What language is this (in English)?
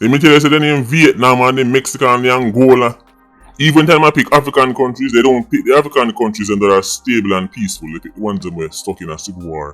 Jamaican Creole English